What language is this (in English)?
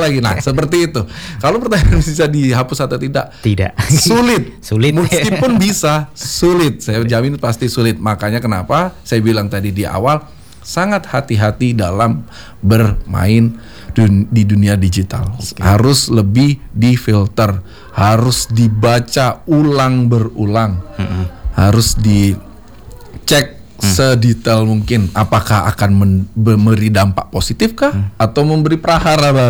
Indonesian